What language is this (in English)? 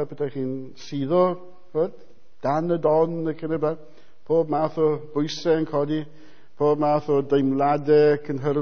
Welsh